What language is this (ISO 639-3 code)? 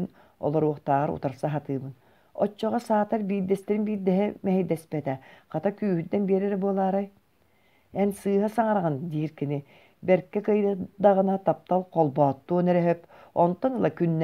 sah